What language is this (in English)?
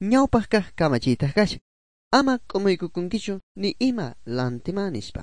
South Bolivian Quechua